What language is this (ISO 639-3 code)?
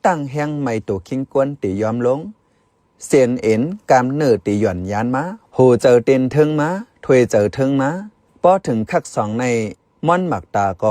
shn